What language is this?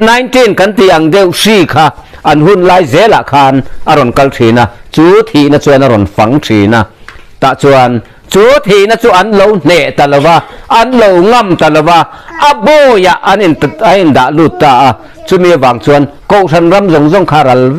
Mizo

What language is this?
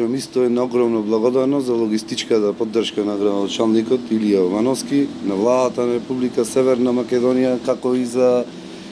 Macedonian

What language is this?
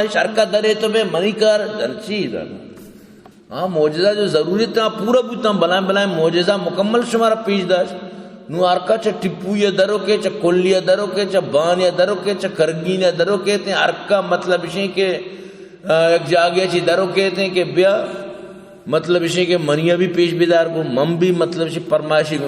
Baluchi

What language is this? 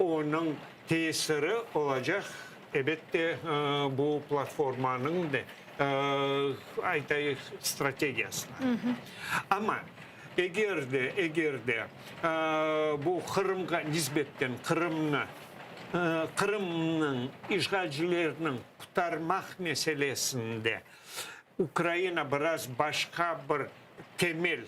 Crimean Tatar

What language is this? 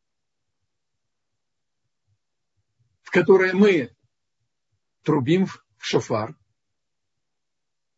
Russian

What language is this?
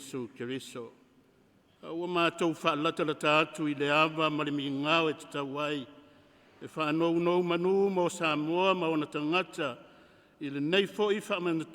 Samoan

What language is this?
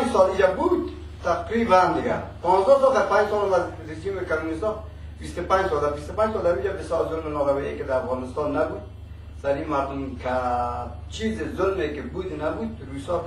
Persian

